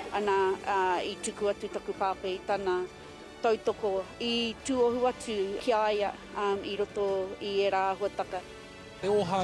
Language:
Māori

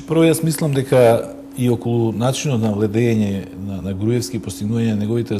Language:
Macedonian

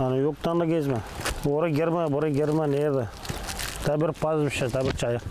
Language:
Gagauz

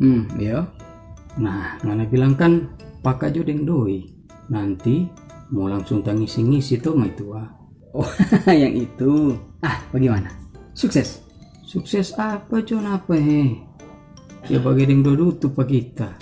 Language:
Manado Malay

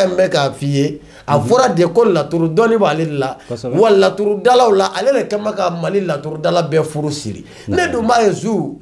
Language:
Bambara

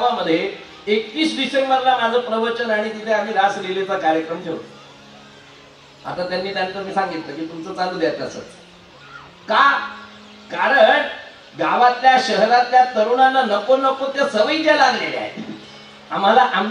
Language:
Marathi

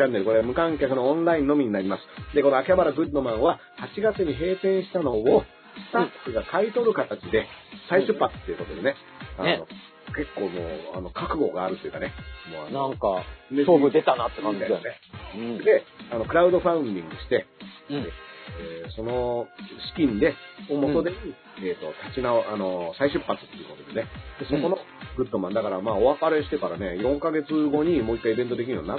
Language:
Japanese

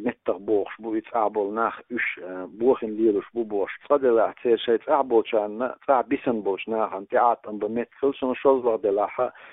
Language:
Chechen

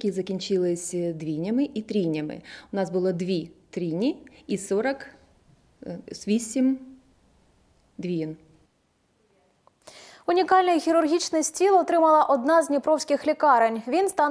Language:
Ukrainian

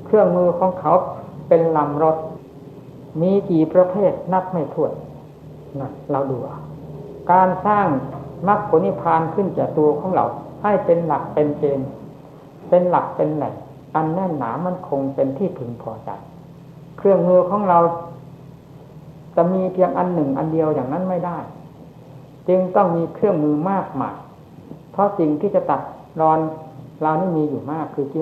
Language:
Thai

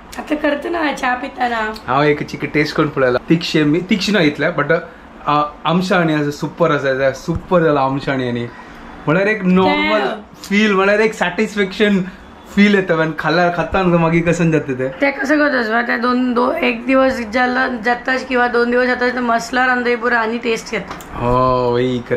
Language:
Konkani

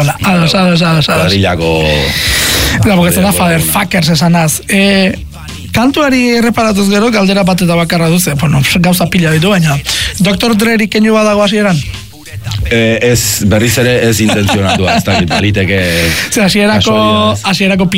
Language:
Basque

